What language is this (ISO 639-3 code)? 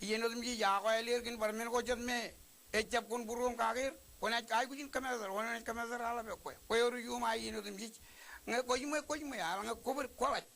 mah